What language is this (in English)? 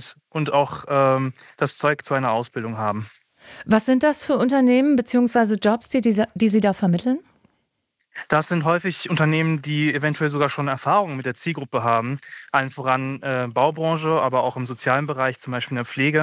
German